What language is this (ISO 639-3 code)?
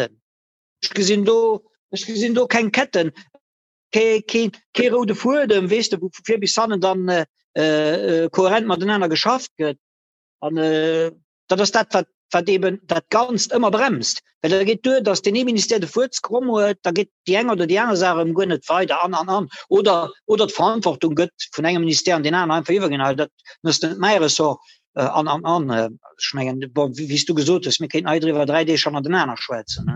ltz